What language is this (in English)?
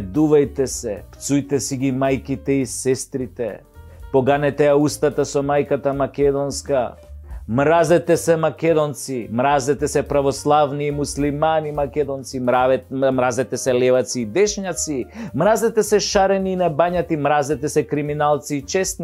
Macedonian